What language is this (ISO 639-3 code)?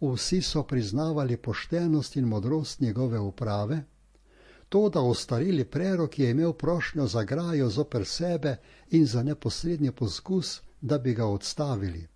slv